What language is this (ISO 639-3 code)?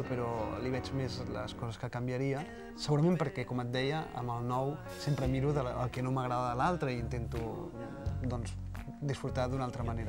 cat